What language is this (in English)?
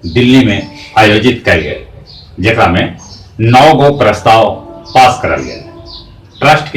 Magahi